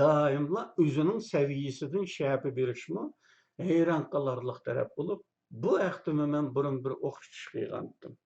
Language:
Uyghur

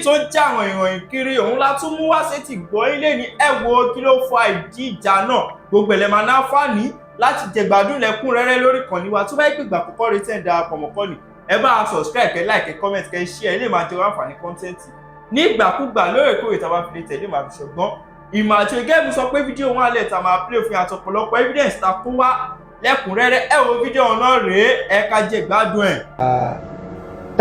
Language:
Yoruba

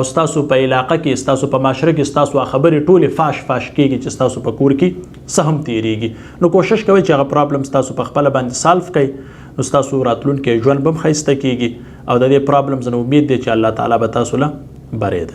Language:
Pashto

